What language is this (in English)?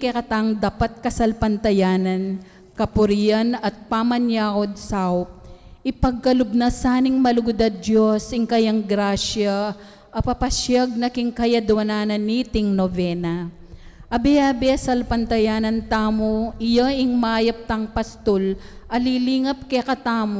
Pampanga